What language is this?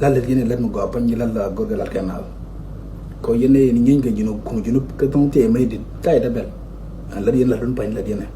Nuer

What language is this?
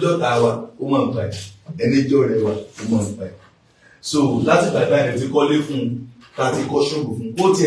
Yoruba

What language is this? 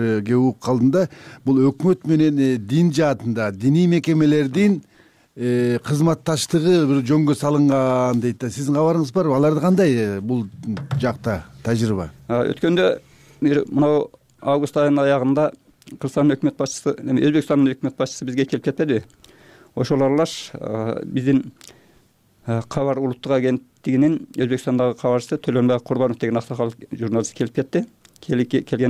Kyrgyz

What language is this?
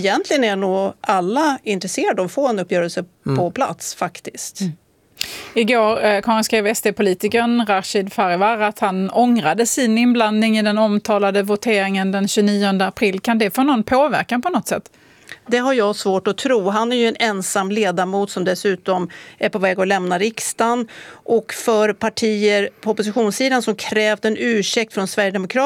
Swedish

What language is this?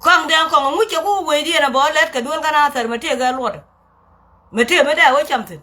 Nuer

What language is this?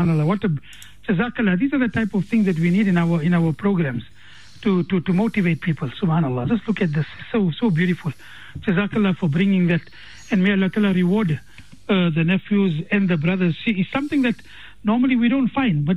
English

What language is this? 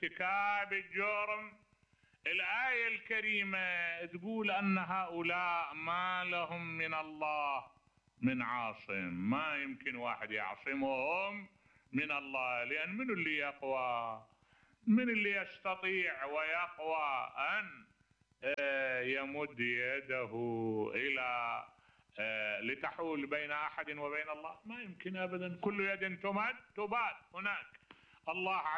Mesopotamian Arabic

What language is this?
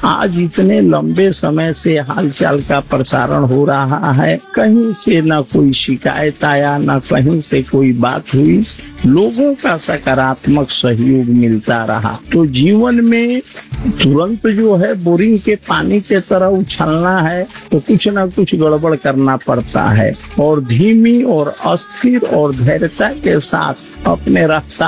Hindi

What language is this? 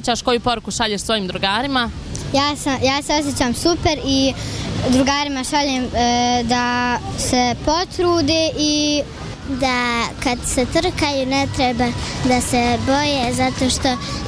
Bosnian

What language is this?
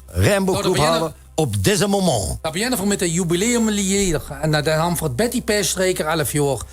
Limburgish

